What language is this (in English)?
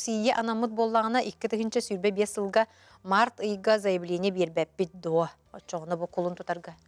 Yakut